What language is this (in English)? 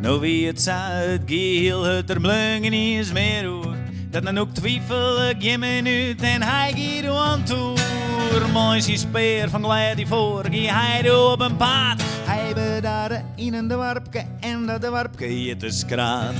Western Frisian